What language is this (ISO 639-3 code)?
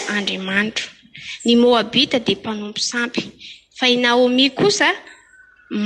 mlg